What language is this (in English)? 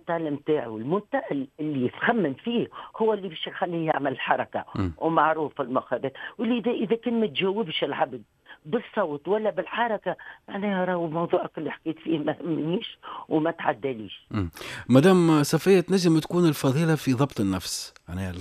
Tunisian Arabic